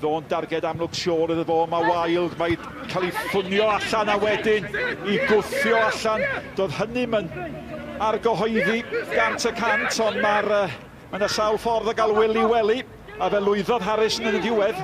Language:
Welsh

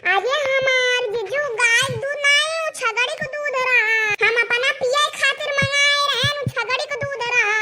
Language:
Awadhi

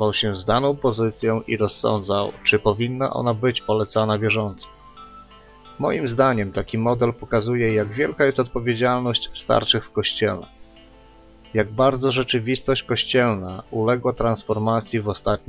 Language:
Polish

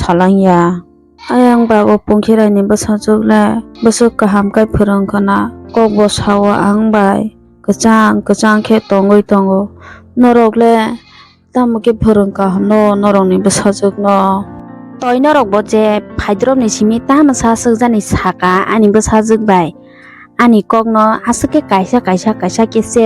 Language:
Kok Borok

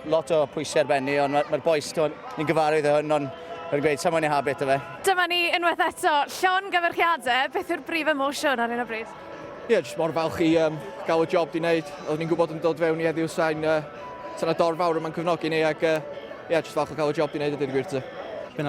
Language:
Welsh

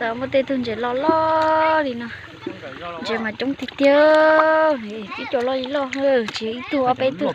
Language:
Hmong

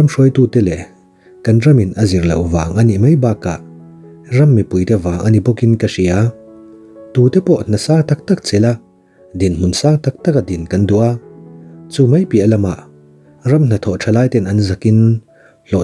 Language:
Mizo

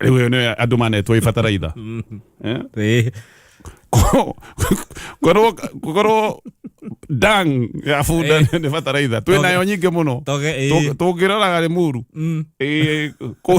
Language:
Kikuyu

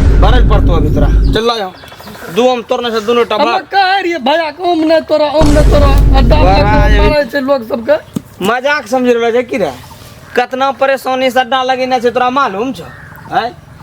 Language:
Maithili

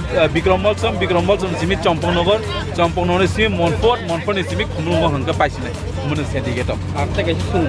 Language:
Kok Borok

